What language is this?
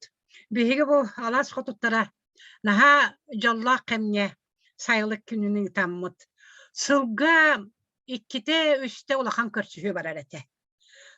Yakut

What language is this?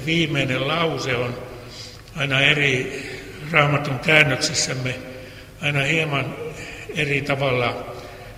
Finnish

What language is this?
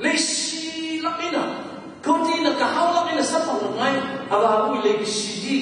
Tangkhul Naga (India)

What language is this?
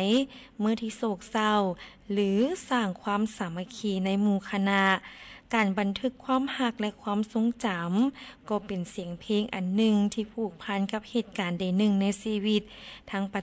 Lao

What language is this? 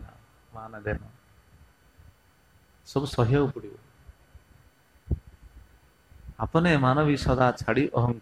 Odia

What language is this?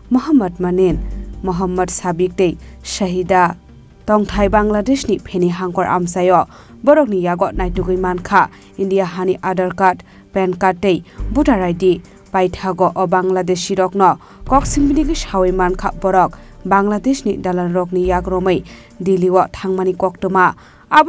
Kok Borok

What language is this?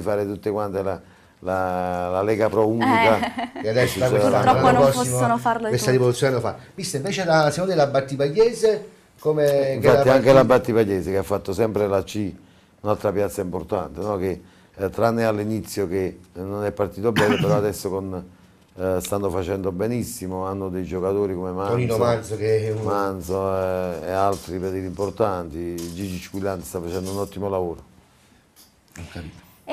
Italian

